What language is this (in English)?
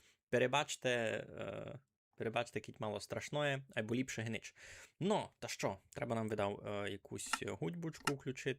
Rusyn